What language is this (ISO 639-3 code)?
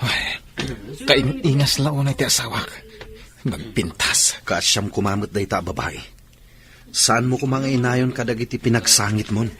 ilo